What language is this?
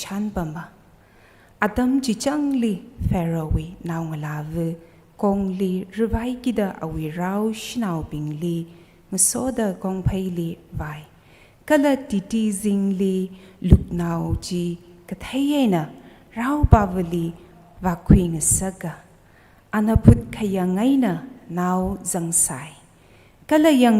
Tangkhul Naga (India)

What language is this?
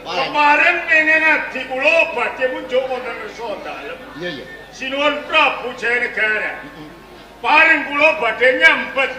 Javanese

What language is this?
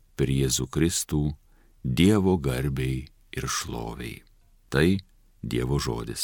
Lithuanian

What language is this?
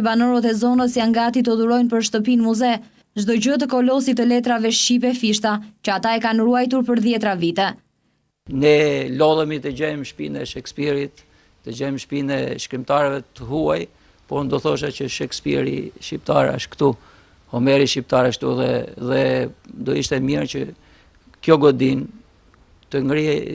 Albanian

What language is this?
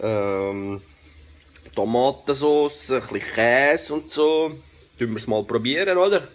Swiss German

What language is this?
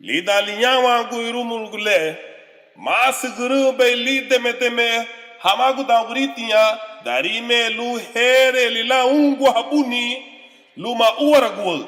Garifuna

